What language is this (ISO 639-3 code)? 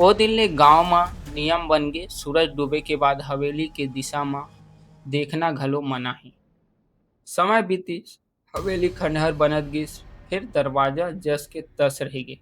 hne